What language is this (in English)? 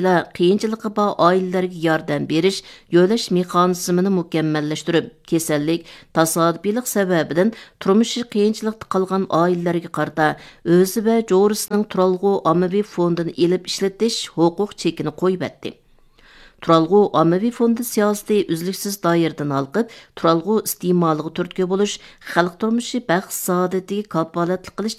Uyghur